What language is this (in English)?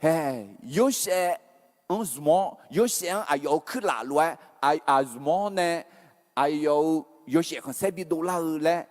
Akha